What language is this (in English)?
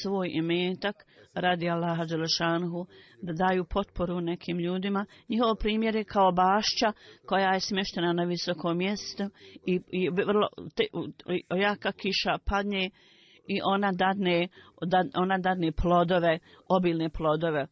Bosnian